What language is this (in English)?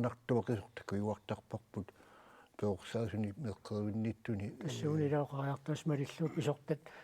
Kalaallisut